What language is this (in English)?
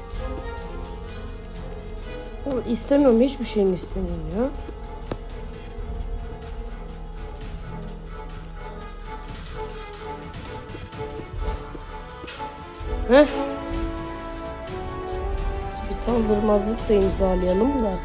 Turkish